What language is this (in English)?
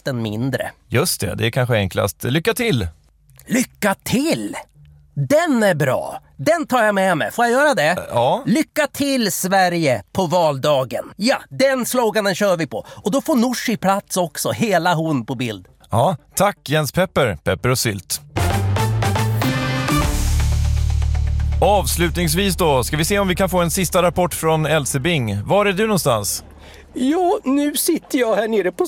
Swedish